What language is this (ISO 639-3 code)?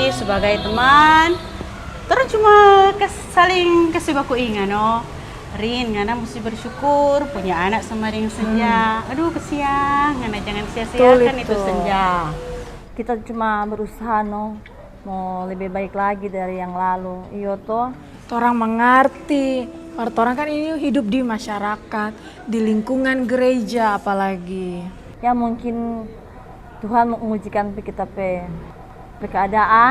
xmm